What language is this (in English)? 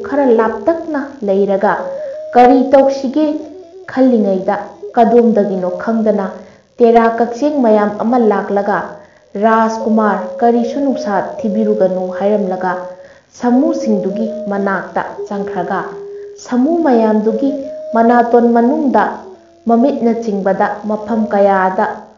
Manipuri